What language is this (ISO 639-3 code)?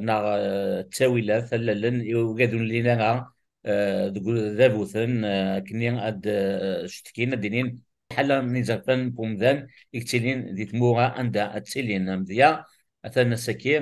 kab